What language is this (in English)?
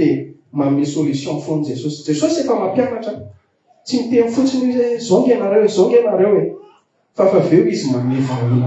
Malagasy